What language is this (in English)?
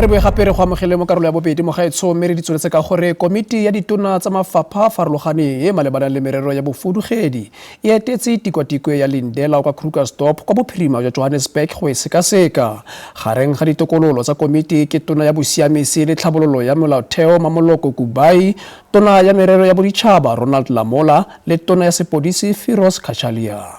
Tswana